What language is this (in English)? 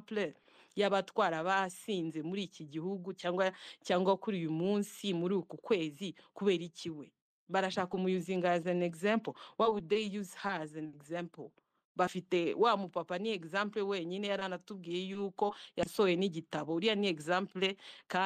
Kinyarwanda